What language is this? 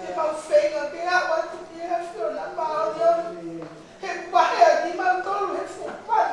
Tongan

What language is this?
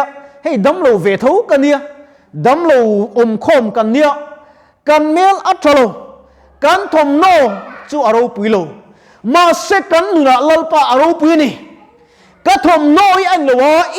Mizo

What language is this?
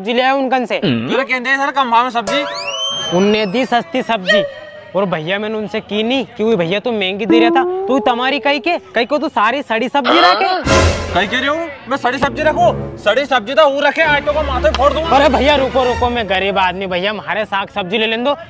Rajasthani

